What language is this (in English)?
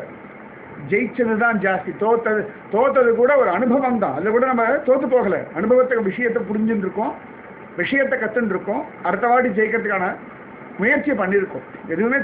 Tamil